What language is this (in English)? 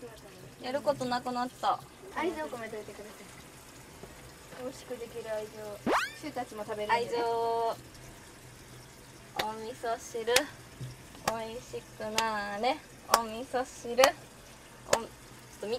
Japanese